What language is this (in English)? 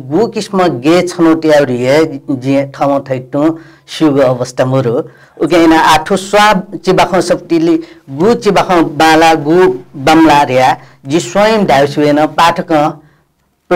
Newari